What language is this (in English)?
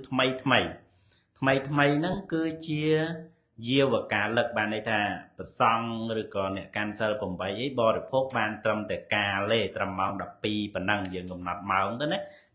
Khmer